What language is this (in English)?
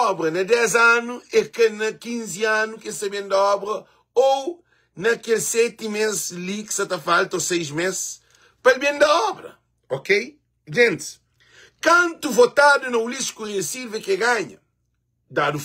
Kabuverdianu